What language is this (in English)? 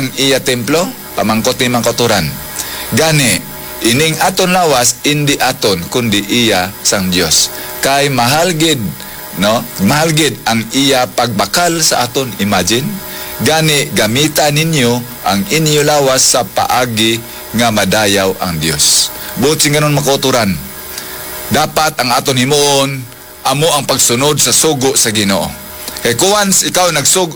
Hiligaynon